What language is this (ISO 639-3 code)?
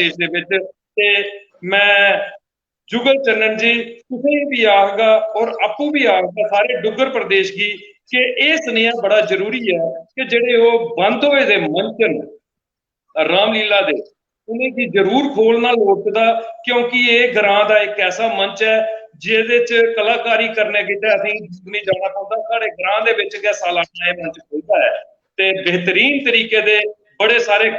doi